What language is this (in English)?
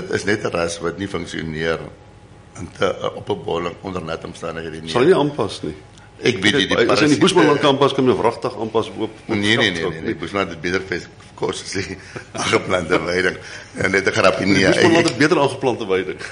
Afrikaans